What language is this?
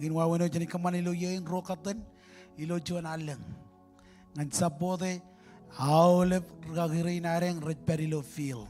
Marshallese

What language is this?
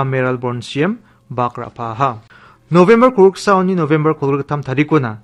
Garo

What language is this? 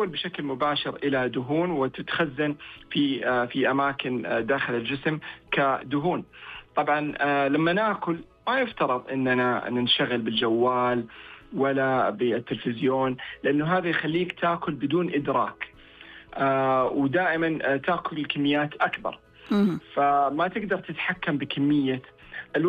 Najdi Arabic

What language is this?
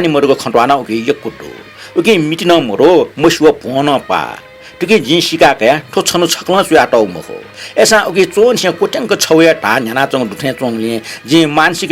Newari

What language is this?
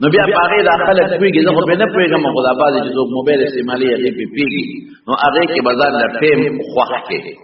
Pashto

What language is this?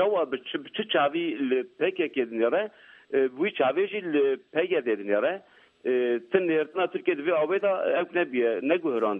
Kurdish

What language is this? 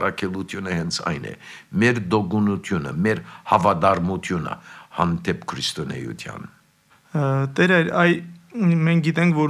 Armenian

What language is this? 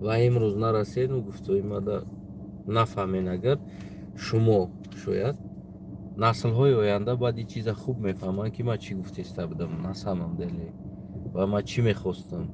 Tajik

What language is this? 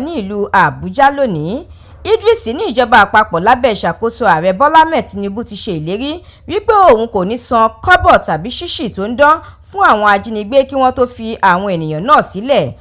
Yoruba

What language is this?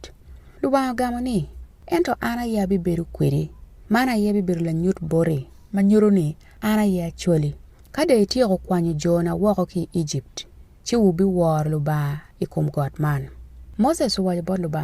Acoli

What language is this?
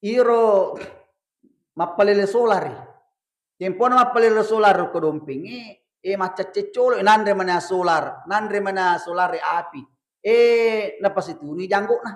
Buginese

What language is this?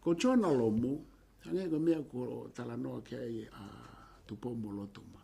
Tongan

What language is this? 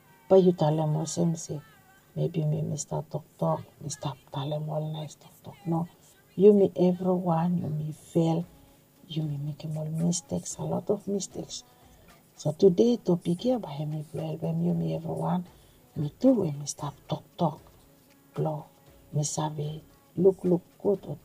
Bislama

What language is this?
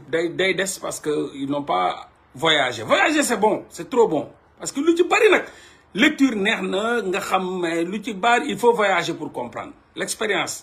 Wolof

